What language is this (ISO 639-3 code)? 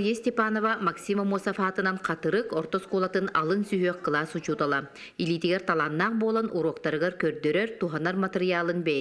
sah